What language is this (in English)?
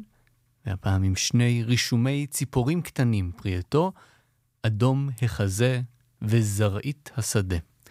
Hebrew